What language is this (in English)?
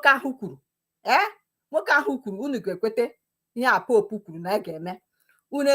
Igbo